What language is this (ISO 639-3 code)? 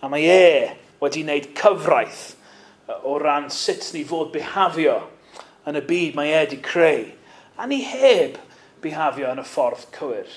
cym